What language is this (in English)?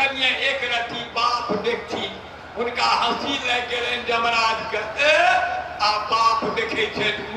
Maithili